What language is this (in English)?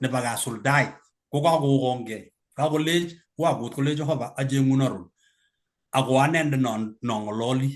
Kalenjin